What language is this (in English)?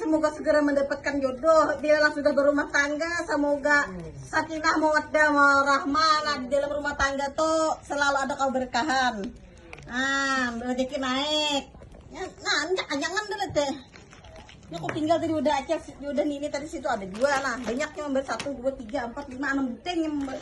Banjar